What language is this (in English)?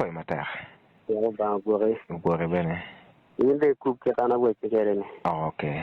Acoli